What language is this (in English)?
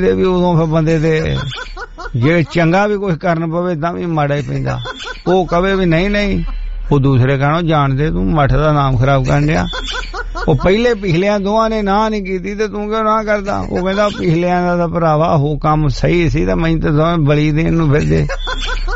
Punjabi